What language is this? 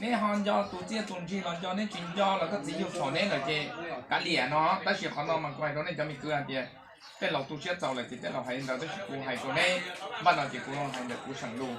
Hmong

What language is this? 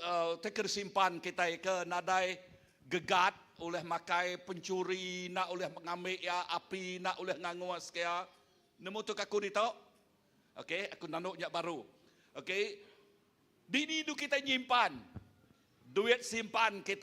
Iban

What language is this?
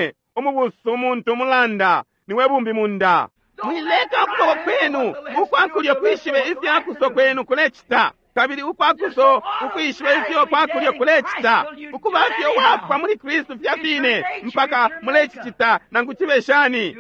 Bemba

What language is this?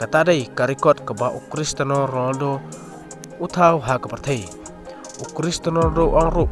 Khasi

